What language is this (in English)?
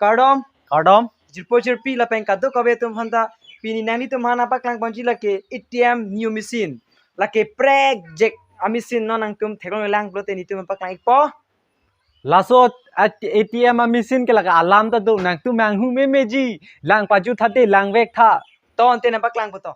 Karbi